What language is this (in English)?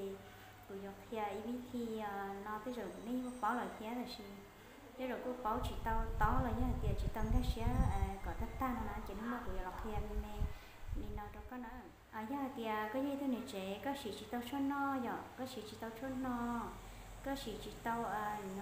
Hmong